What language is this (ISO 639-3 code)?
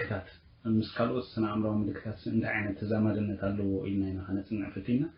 tir